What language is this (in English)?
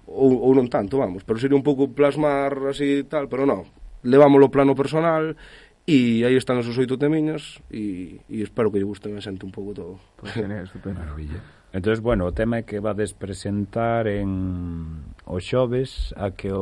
Galician